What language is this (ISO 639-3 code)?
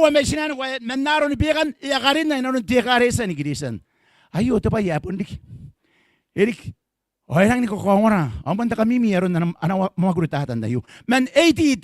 gil